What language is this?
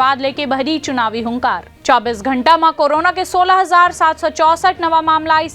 Chhattisgarhi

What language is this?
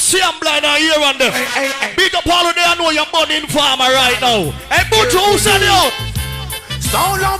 Jamaican Creole English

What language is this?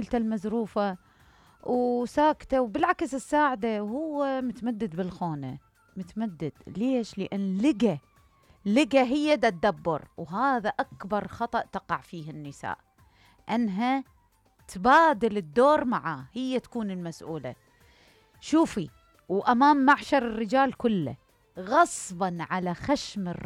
Mesopotamian Arabic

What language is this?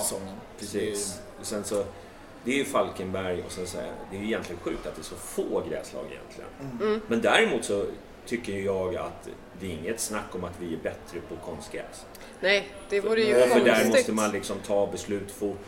Swedish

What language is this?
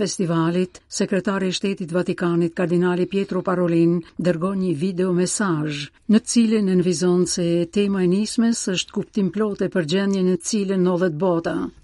Albanian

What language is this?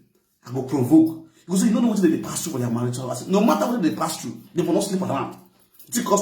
Nigerian Pidgin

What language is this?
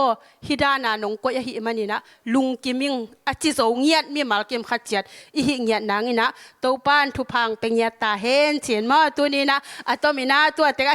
Tedim Chin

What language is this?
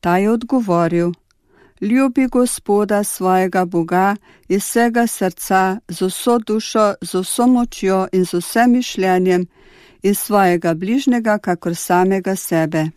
Slovenian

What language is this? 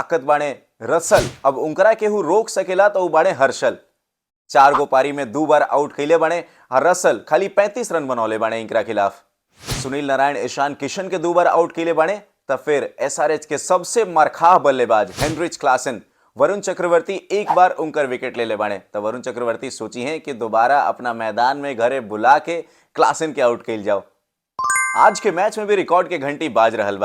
Bhojpuri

